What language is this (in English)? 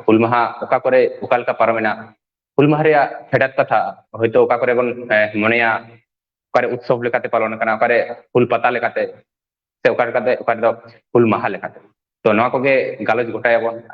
Santali